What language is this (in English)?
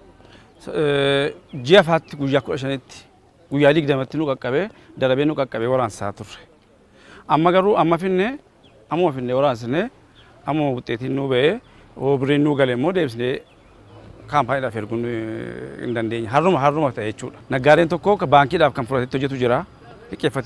Oromo